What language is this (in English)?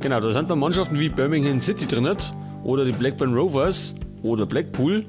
Bavarian